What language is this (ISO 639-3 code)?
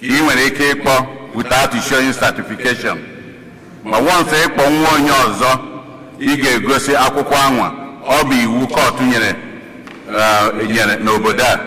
ibo